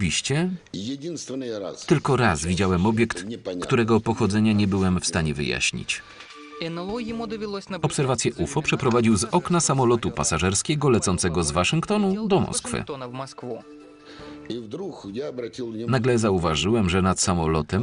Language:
Polish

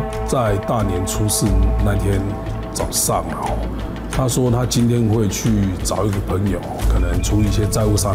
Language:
Chinese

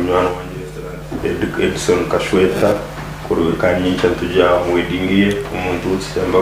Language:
Nyankole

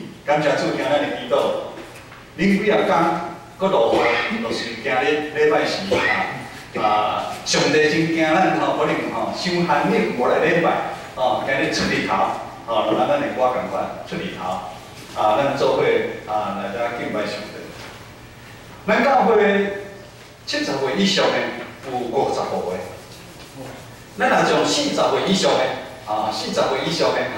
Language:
Min Nan Chinese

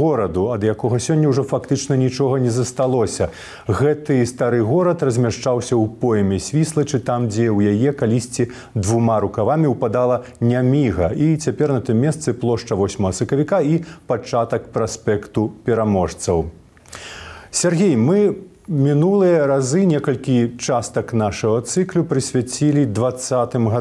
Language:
Belarusian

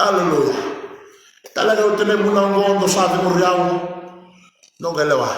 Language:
Fijian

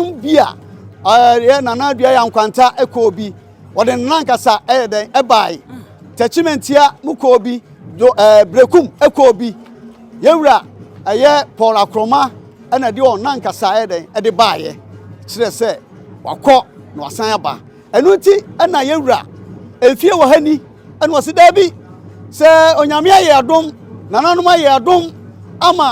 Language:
Akan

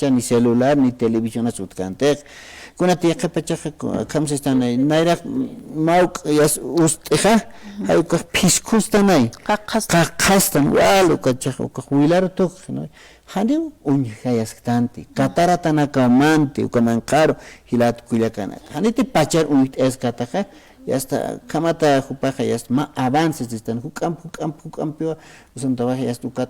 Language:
Aymara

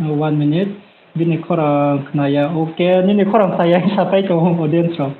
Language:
Riang (India)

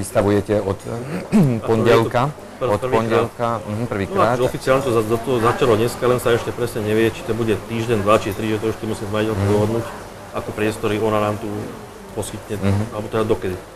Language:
Slovak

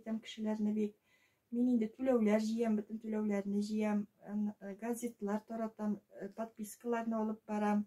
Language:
Tatar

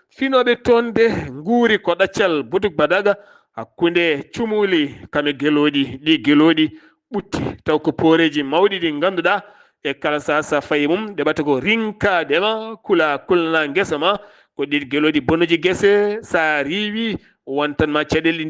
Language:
Fula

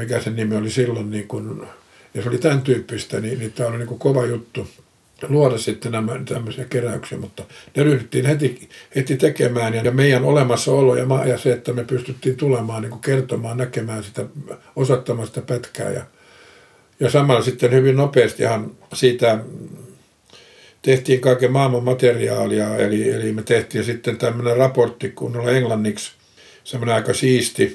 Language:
Finnish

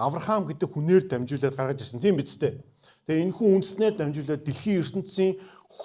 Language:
Mongolian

